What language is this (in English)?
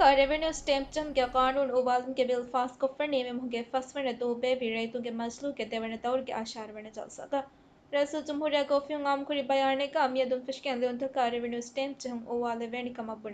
Divehi